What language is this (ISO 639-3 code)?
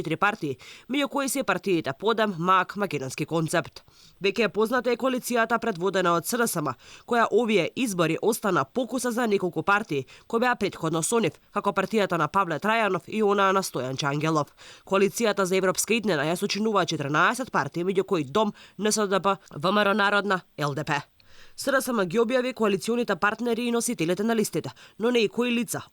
mkd